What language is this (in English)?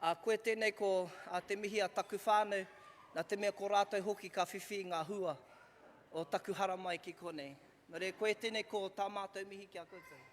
Māori